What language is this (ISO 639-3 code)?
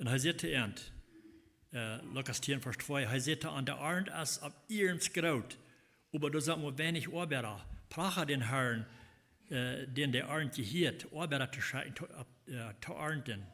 pdt